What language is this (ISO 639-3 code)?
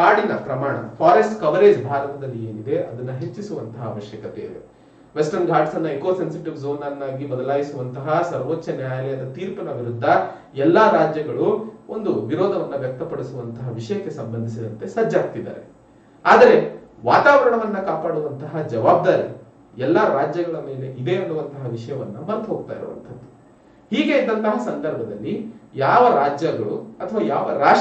kan